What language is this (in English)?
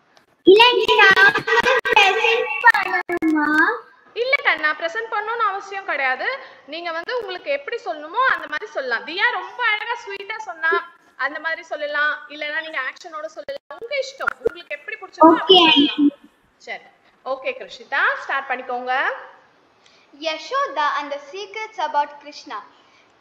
Tamil